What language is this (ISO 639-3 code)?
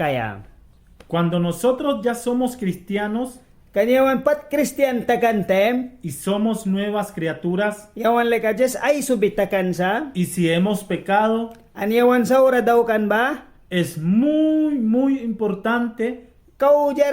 miq